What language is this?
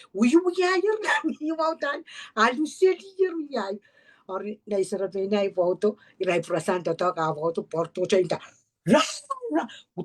Pohnpeian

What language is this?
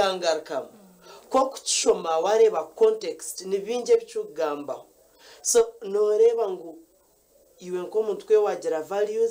Nyankole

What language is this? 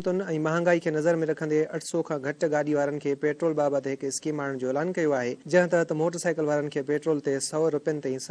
Sindhi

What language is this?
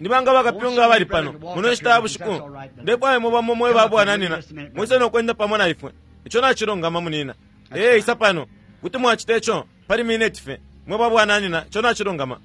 Bemba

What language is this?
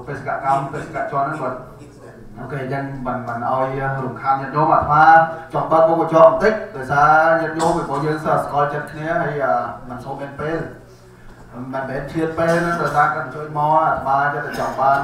Khmer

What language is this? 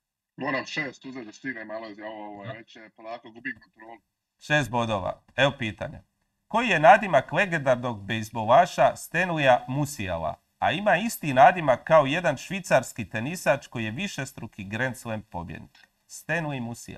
Croatian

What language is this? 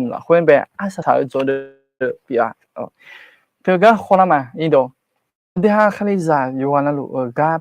Akha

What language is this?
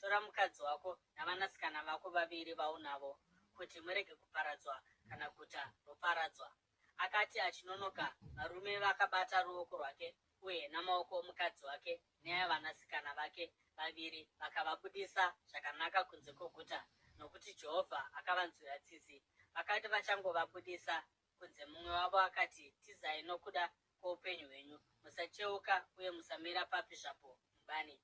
Shona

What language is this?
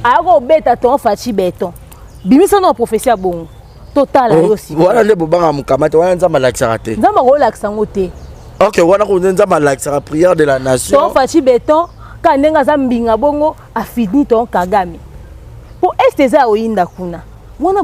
Lingala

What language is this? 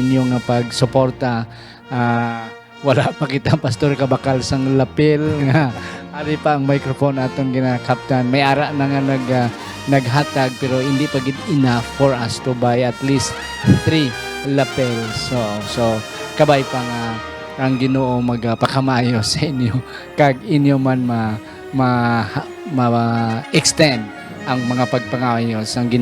Hiligaynon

